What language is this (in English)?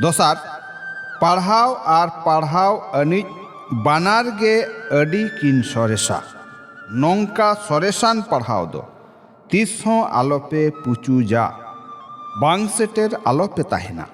Santali